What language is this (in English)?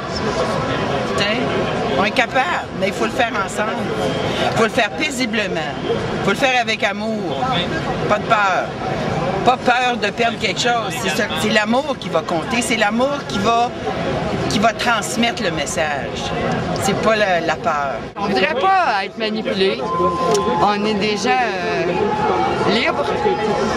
French